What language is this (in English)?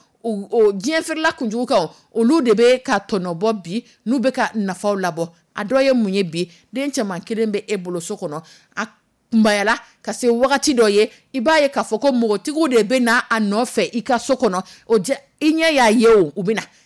Dyula